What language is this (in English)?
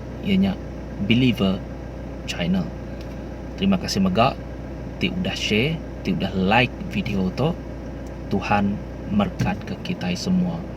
Iban